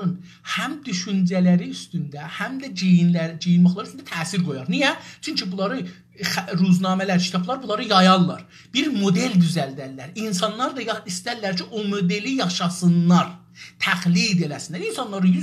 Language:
South Azerbaijani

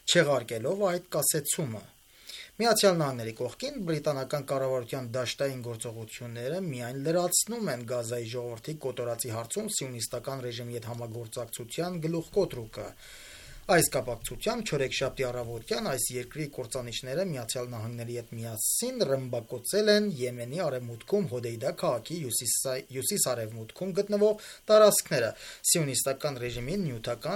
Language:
Armenian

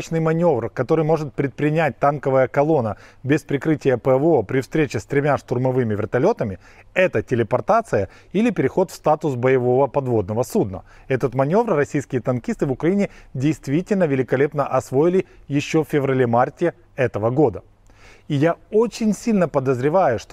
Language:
Russian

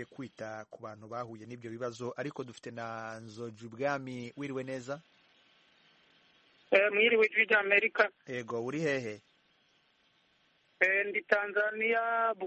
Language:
Kinyarwanda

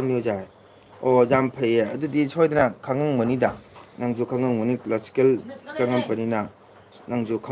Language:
Manipuri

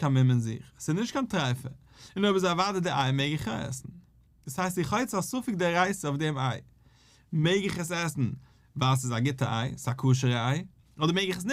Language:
Yiddish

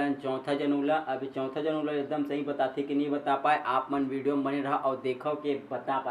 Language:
Chhattisgarhi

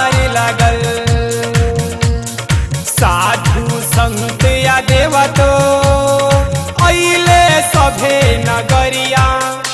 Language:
Bhojpuri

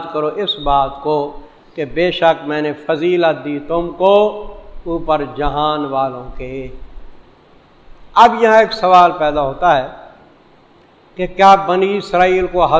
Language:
Urdu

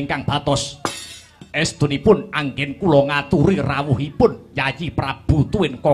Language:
Javanese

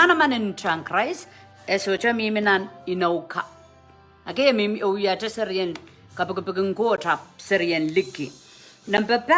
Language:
Pohnpeian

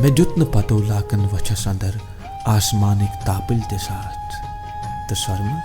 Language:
Kashmiri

